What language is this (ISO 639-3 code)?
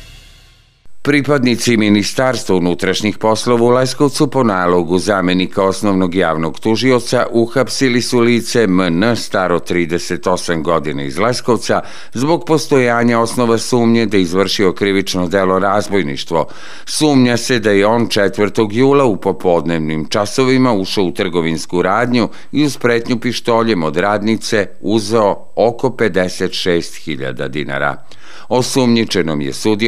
srp